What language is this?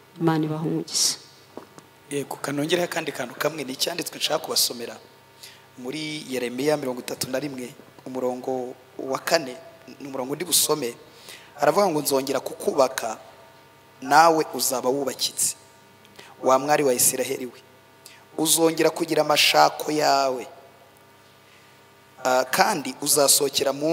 Kinyarwanda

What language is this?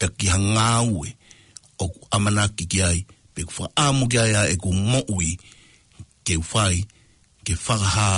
Tongan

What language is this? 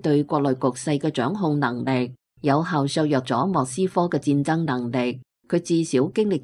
Cantonese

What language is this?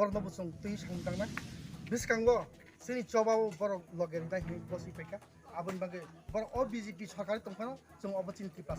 Kok Borok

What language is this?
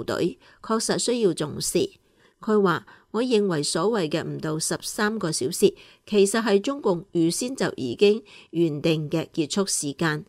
Cantonese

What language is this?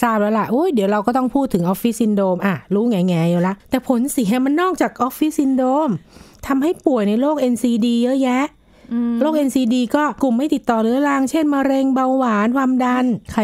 Thai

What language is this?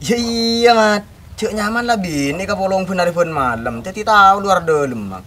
Madurese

